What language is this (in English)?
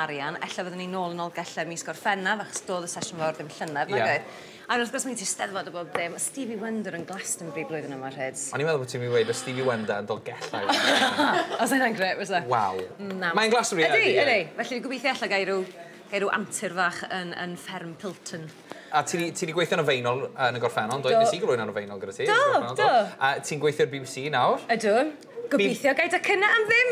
Welsh